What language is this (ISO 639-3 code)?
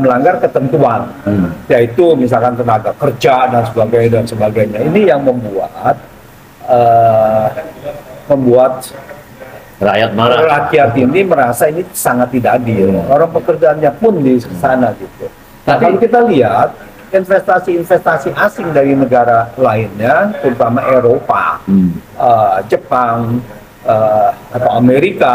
ind